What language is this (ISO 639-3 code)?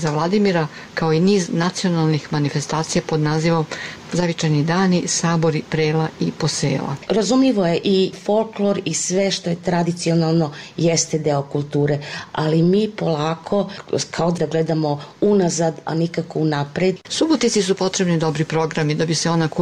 srp